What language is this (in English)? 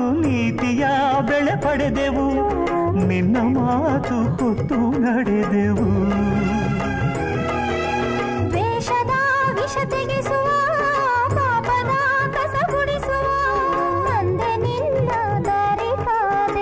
Kannada